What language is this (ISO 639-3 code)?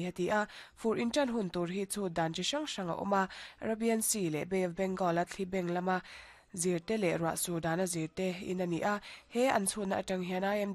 lus